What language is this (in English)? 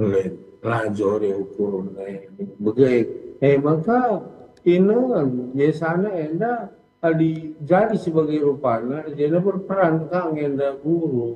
Batak Karo